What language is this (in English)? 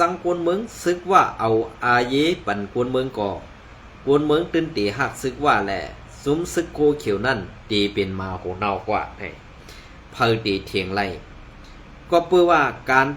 Shan